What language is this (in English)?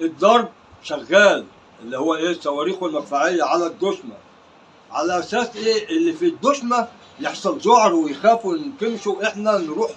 Egyptian Arabic